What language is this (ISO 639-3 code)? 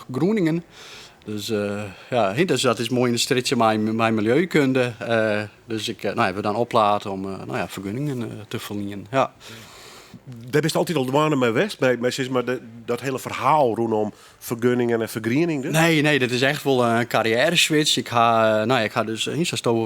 fry